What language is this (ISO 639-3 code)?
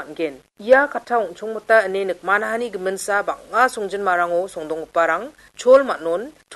grt